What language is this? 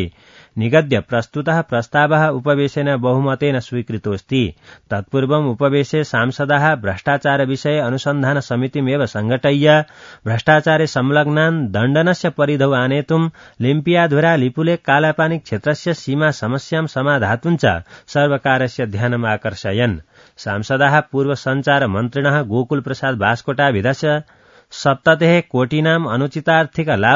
Sanskrit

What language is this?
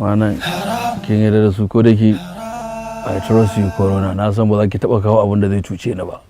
Hausa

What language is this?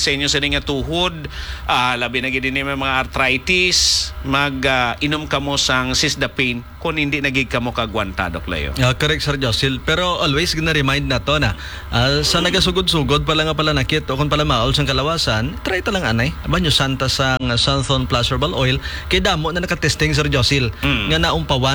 Hiligaynon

